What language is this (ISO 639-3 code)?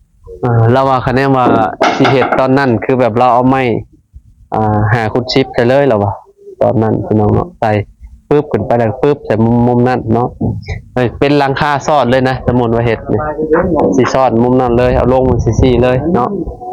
lao